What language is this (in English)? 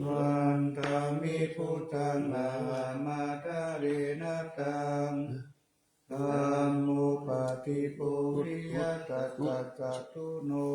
Pali